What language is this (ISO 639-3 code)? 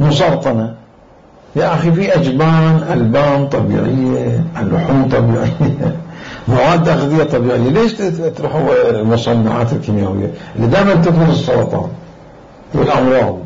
acm